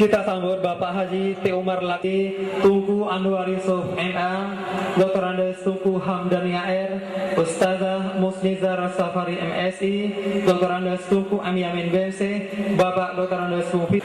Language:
Achinese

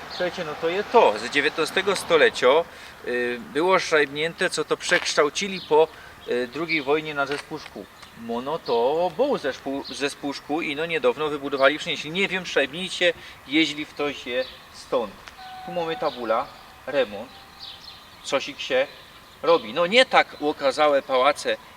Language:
Silesian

